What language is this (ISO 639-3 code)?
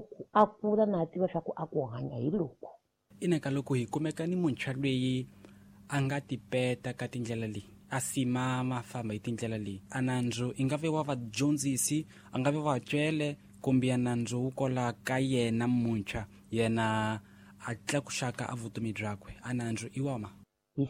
tso